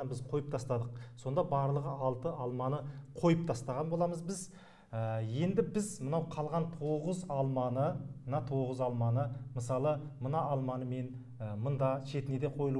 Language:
Kazakh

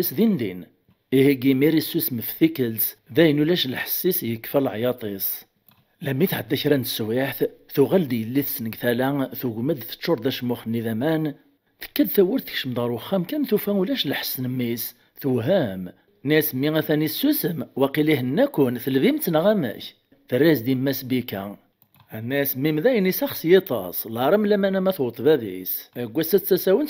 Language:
Kabyle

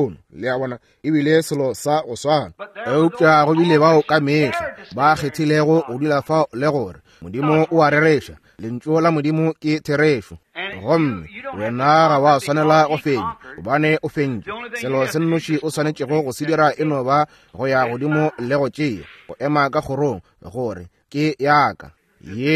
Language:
Northern Sotho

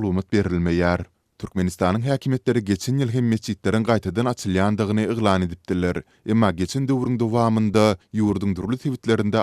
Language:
Turkmen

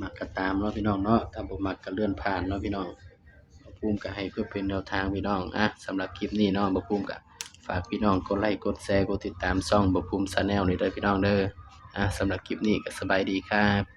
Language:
Lao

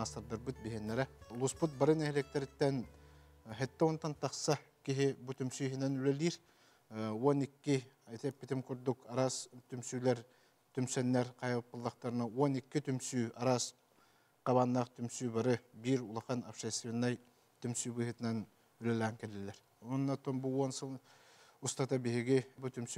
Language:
Yakut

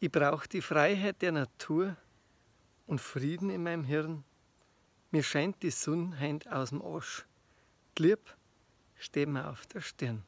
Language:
Bavarian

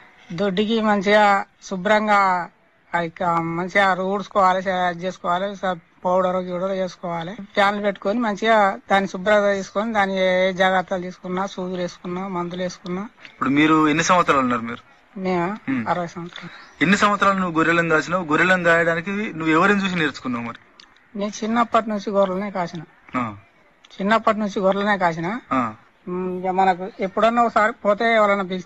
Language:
Telugu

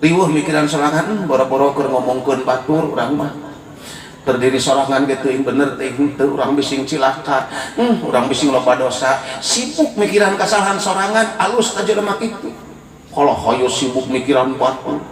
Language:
Sundanese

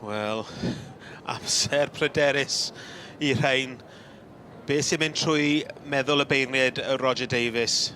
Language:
Welsh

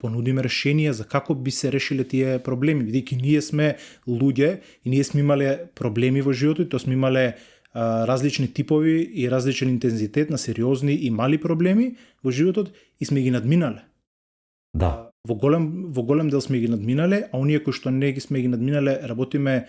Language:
Macedonian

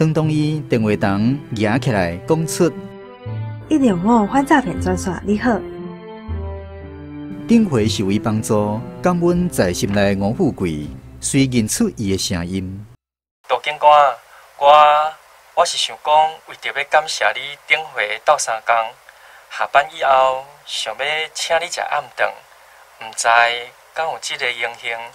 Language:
Min Nan Chinese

